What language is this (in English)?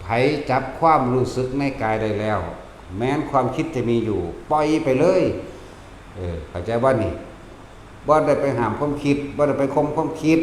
Northeastern Thai